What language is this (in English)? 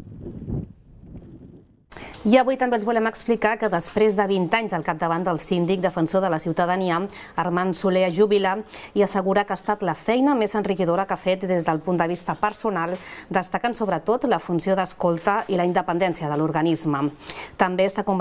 Catalan